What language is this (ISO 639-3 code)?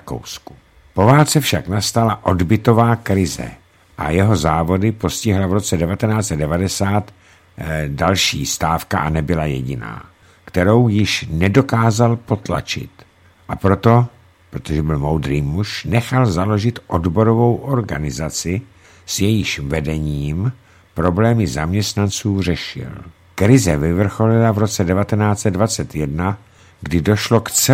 ces